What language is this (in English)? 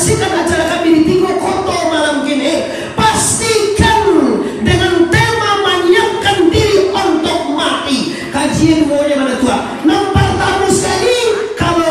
Minangkabau